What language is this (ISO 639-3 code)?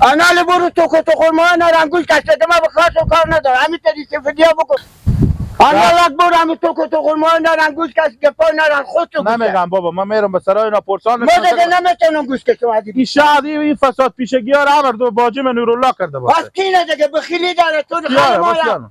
fas